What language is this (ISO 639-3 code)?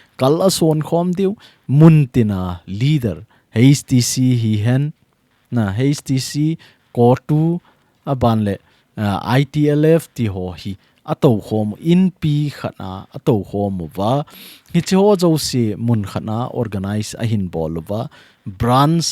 tcz